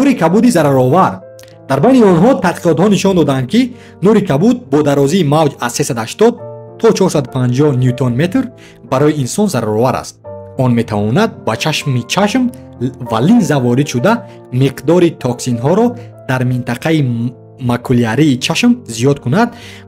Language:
Tajik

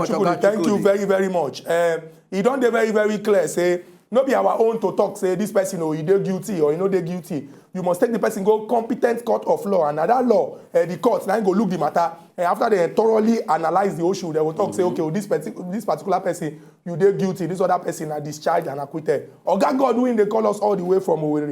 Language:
Nigerian Pidgin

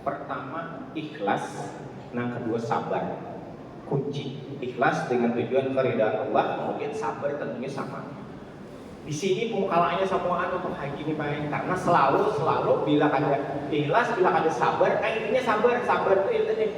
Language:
Banjar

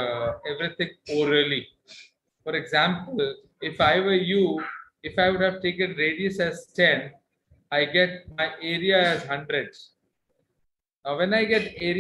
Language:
English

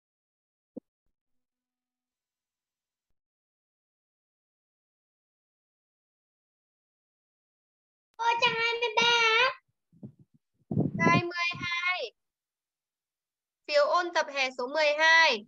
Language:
Vietnamese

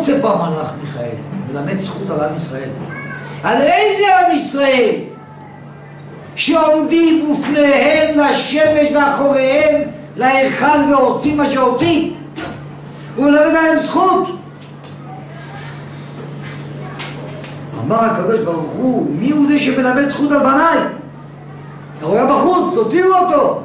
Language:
Hebrew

